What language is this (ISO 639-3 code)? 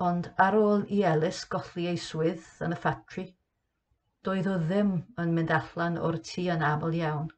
cym